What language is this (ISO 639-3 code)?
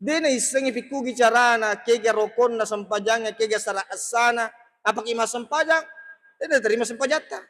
bug